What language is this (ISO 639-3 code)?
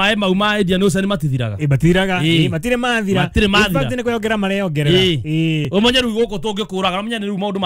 kik